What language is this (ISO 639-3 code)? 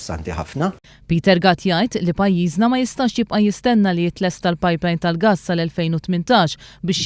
mlt